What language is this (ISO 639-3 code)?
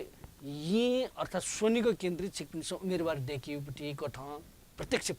new